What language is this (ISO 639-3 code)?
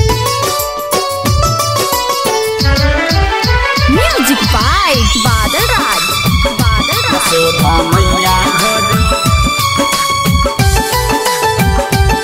bho